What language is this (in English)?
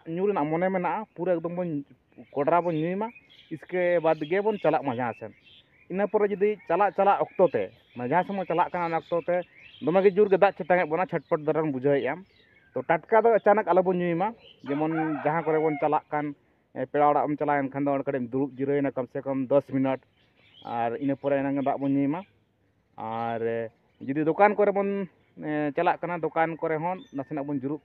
Santali